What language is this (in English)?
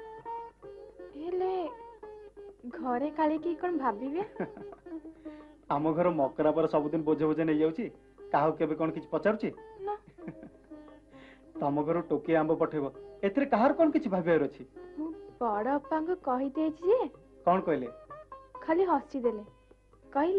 Odia